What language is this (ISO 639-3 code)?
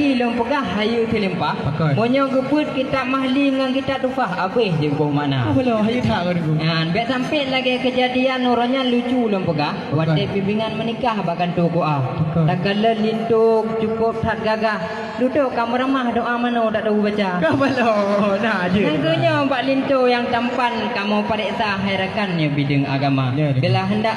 ace